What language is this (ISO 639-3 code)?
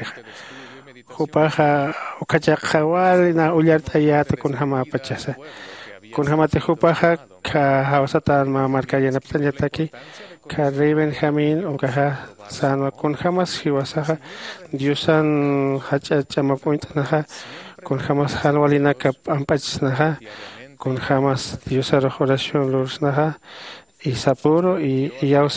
aym